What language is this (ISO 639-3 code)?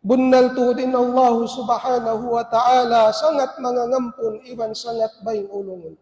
tsg